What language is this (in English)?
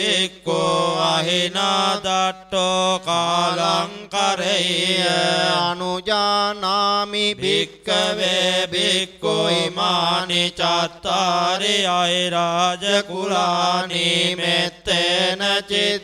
Pali